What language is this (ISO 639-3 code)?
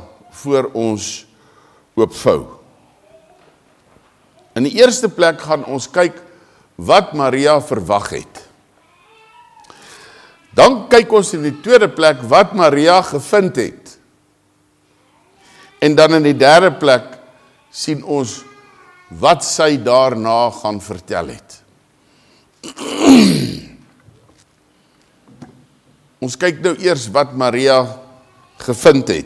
afr